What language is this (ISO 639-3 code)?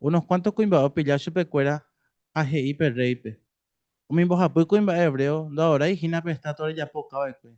grn